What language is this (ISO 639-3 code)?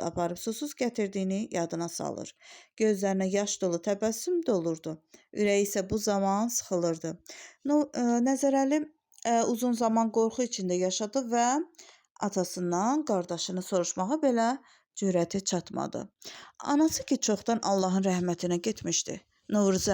aze